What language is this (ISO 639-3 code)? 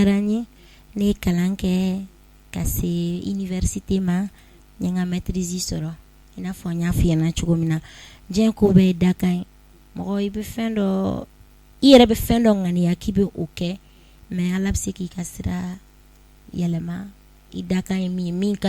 bam